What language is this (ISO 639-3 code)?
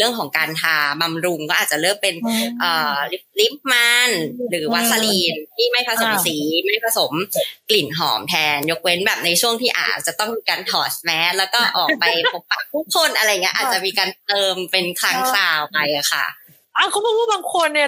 tha